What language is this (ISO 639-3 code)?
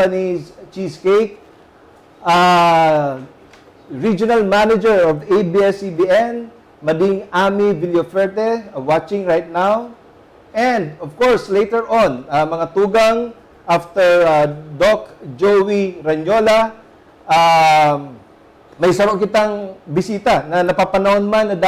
bik